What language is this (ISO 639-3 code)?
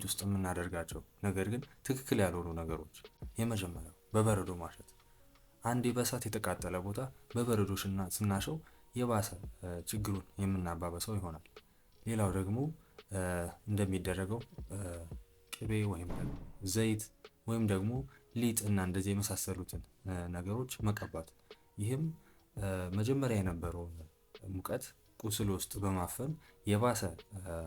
amh